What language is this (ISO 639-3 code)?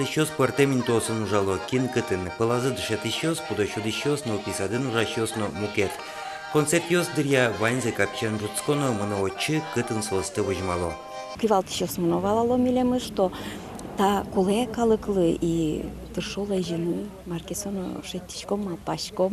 udm